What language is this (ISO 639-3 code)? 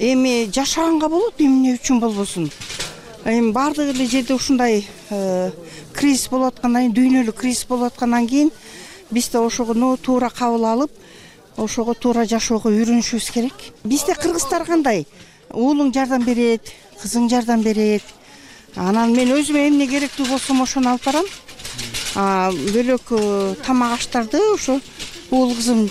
kir